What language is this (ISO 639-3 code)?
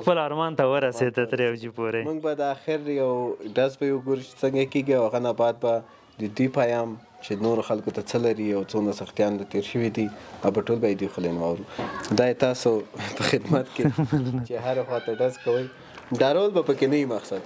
pus